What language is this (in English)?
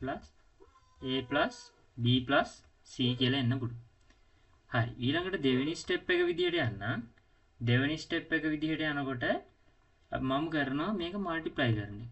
Sinhala